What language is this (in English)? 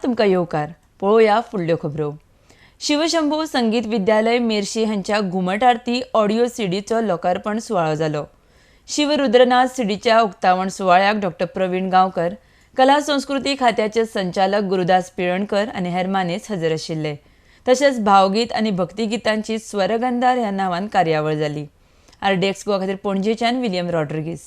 Konkani